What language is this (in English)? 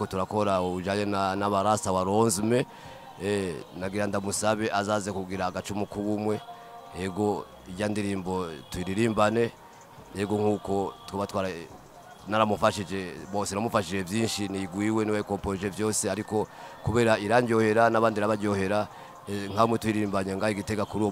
Rundi